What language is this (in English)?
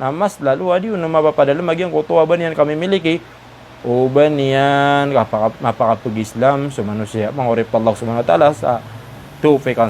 Maranao